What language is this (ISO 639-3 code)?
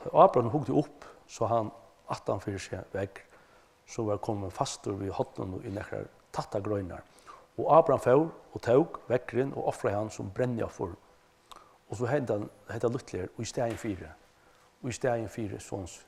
fao